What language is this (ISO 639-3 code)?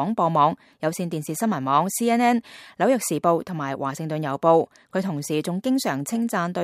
yue